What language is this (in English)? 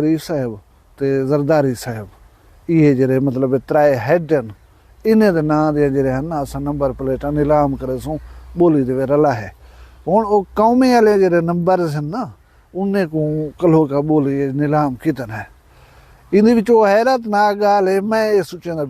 Saraiki